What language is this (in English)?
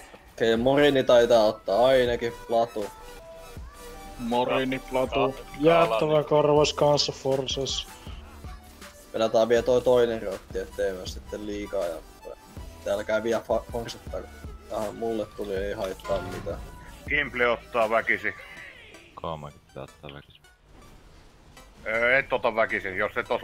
Finnish